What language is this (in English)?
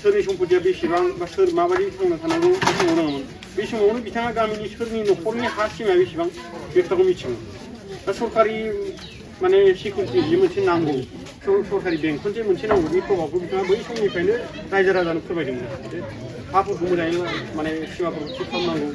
Bodo